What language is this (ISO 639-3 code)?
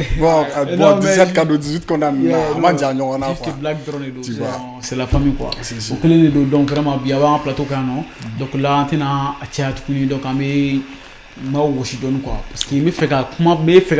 bam